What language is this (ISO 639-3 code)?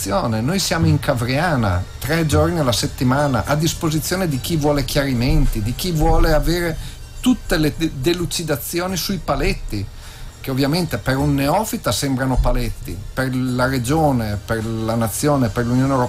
ita